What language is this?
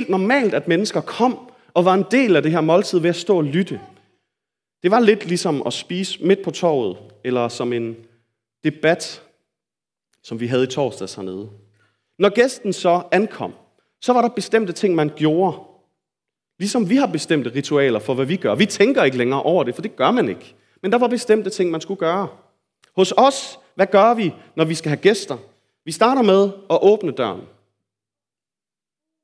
Danish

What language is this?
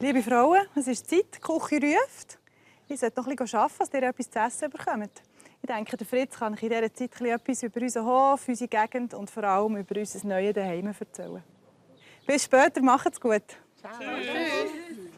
Swiss German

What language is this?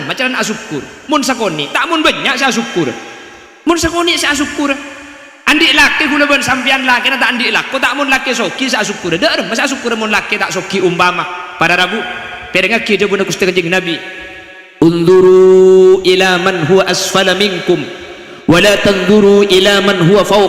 Madurese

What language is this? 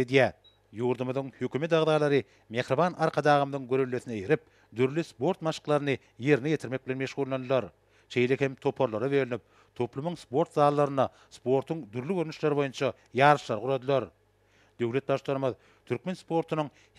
Turkmen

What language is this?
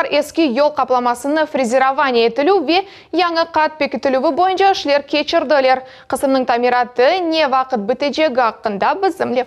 Crimean Tatar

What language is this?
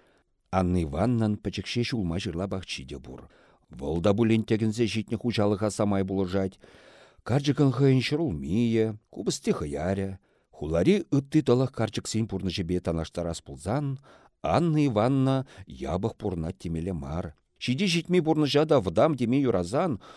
Chuvash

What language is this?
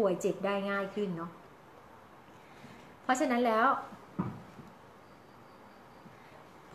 Thai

